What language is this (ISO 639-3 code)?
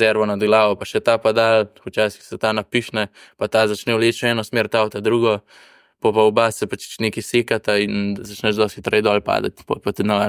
slv